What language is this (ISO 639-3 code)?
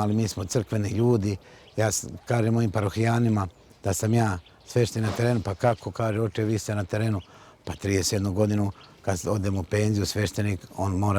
srp